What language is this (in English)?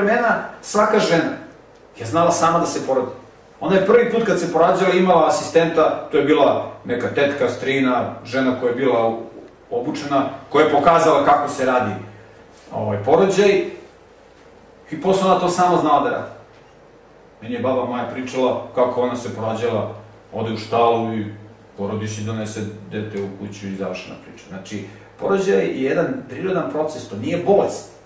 Serbian